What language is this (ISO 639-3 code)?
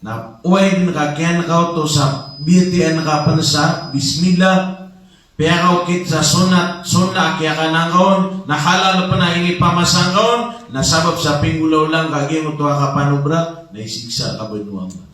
mrw